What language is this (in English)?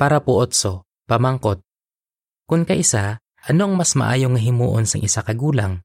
Hiligaynon